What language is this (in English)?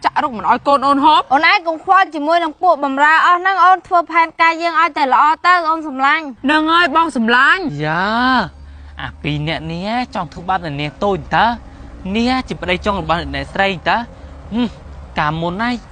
Khmer